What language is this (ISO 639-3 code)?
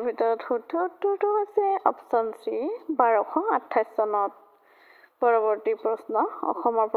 asm